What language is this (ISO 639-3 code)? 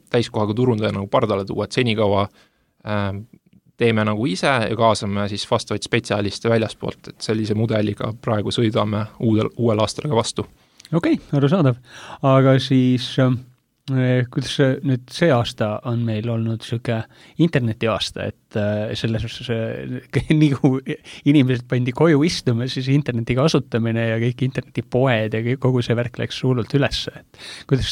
est